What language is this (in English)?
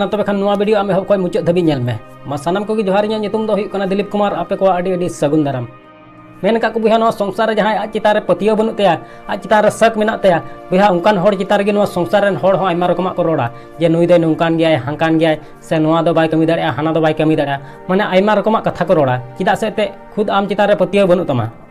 Santali